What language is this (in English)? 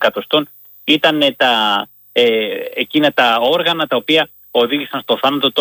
Greek